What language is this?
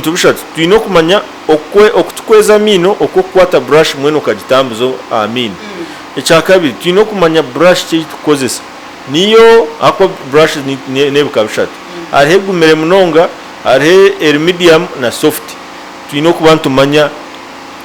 Nyankole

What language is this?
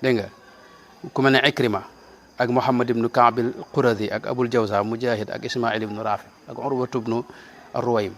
Wolof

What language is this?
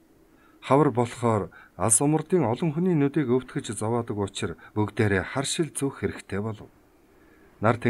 Mongolian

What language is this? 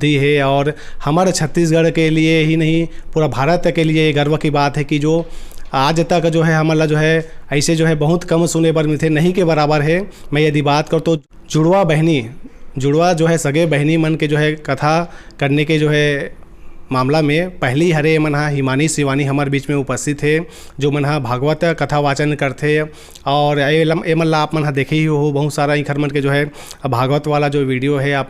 Chhattisgarhi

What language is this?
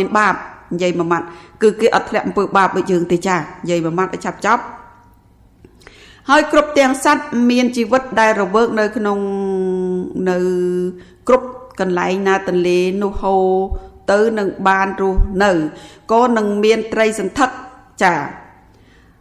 Khmer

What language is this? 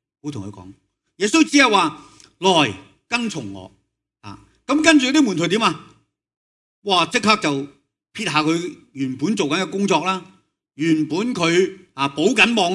Cantonese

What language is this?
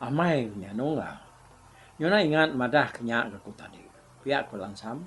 Iban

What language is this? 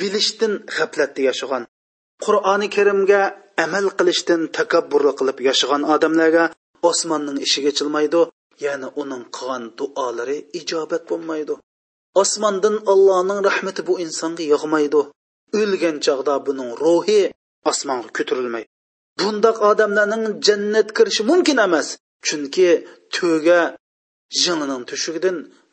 Uyghur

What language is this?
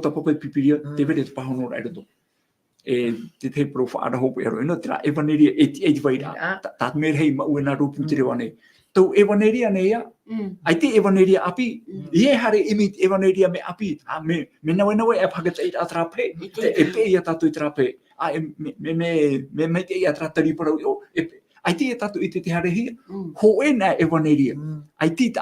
Tahitian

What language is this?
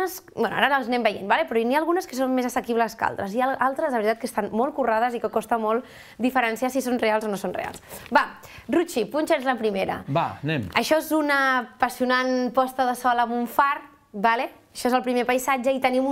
Catalan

